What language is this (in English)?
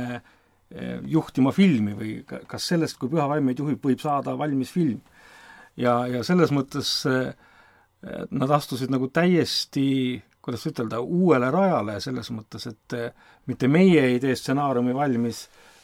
Estonian